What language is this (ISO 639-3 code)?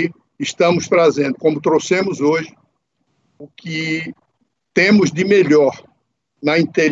por